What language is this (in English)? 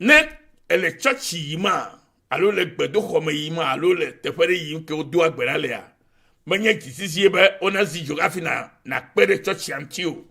Ewe